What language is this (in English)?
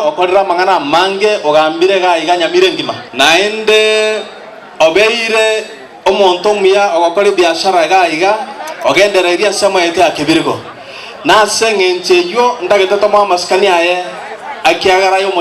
Gusii